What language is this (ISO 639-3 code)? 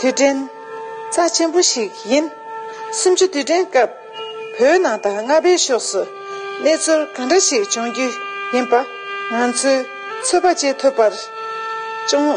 bod